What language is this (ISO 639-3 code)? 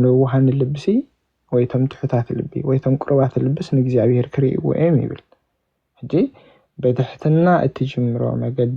tir